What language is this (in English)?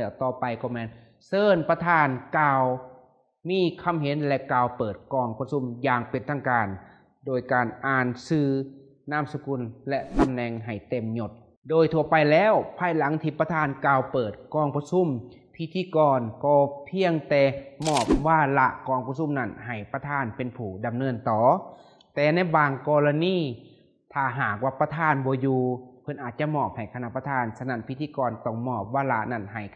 Lao